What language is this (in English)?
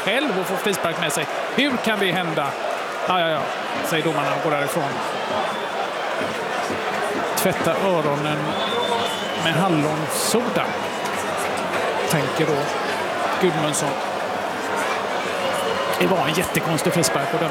Swedish